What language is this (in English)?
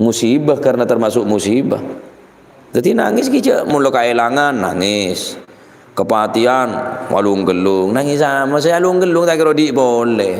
Madurese